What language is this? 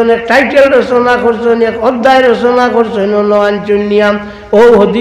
Sylheti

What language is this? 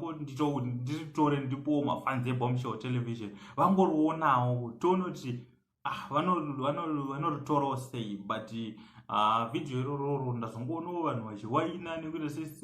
Shona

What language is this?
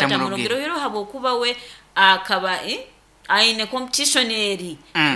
Nyoro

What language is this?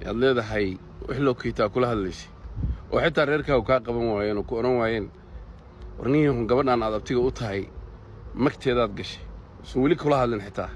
Somali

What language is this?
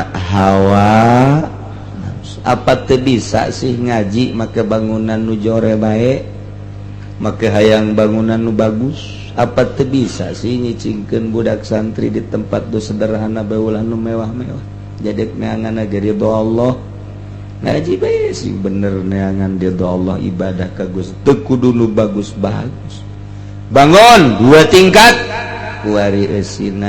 Sundanese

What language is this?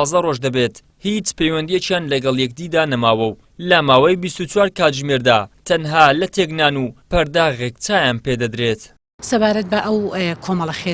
Central Kurdish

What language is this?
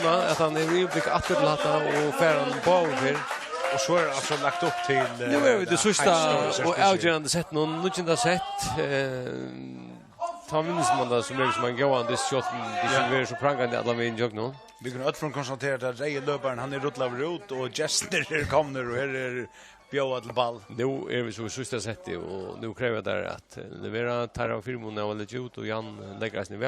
Faroese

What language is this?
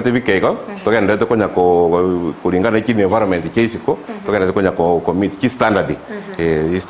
Gusii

